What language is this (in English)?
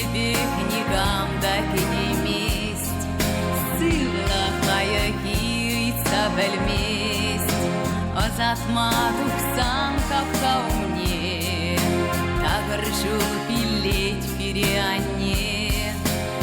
Chuvash